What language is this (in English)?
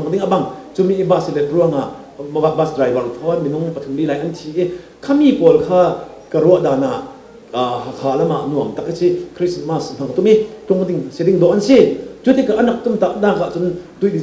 Falam Chin